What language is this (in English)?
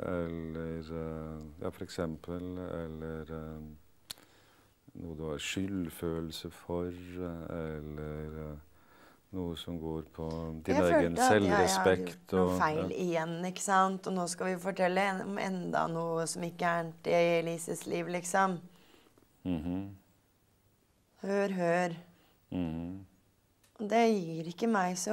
Norwegian